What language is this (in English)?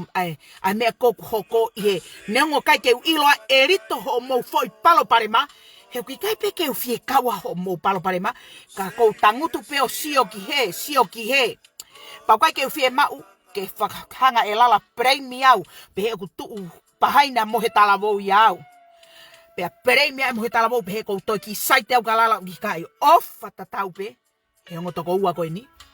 Tongan